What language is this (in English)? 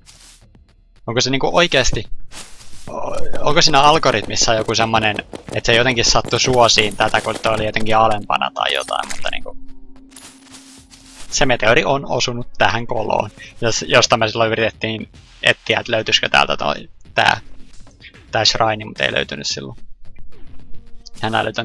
Finnish